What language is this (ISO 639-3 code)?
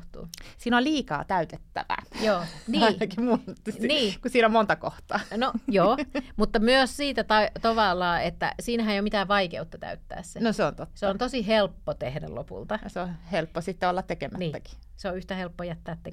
fin